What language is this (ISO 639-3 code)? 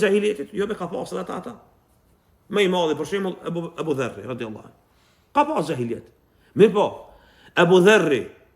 sqi